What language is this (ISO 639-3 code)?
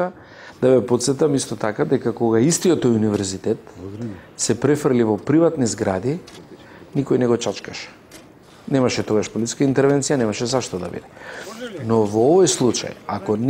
mkd